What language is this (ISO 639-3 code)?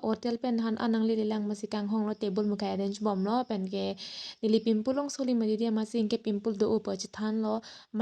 mjw